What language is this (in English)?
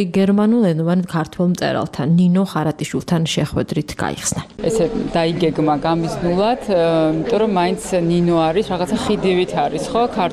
Georgian